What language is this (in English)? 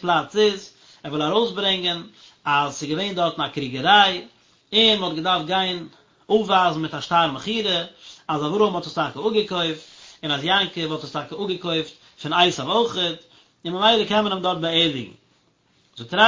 Yiddish